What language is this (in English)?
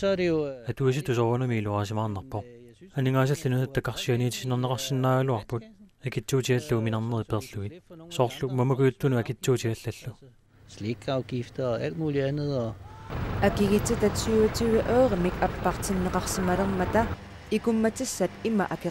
Kalaallisut